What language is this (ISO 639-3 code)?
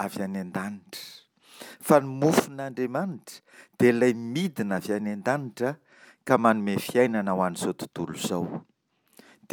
mlg